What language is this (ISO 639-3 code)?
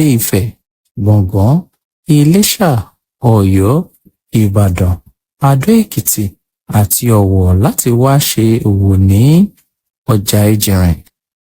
yor